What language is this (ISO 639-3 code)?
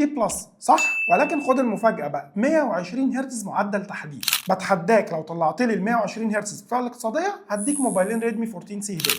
arz